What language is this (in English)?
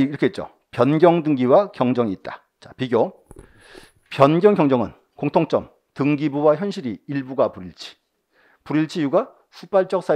Korean